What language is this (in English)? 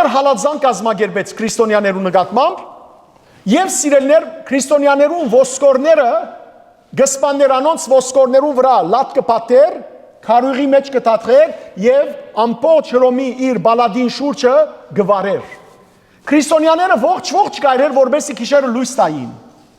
Western Armenian